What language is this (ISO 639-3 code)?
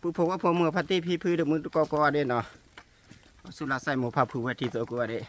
ksw